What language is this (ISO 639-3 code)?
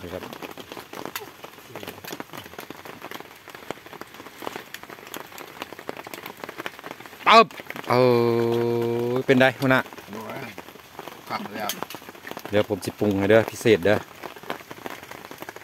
tha